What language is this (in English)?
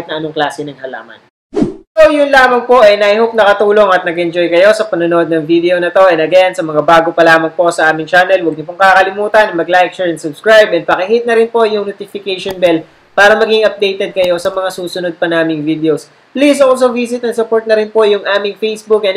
Filipino